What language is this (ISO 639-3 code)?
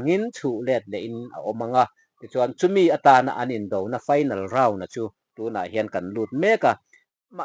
lus